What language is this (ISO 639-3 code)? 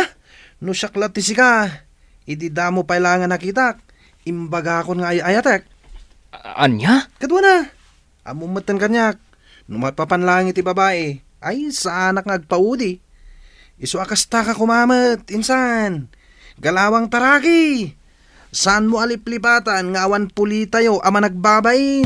ilo